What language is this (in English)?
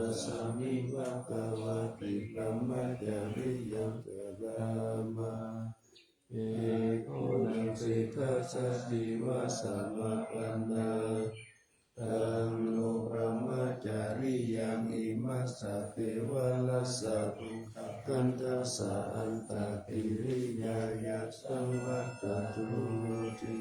Pali